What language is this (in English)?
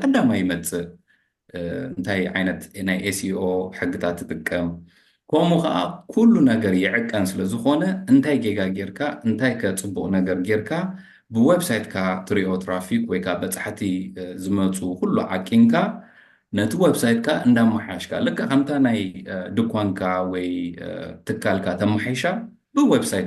Tigrinya